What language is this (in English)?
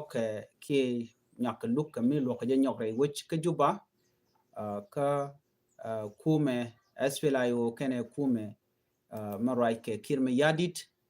Nuer